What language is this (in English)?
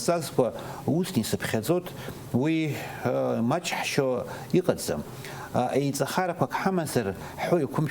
Abkhazian